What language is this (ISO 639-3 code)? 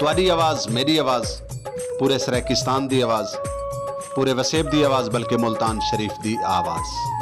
skr